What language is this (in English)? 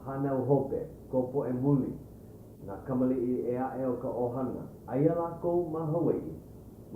Hawaiian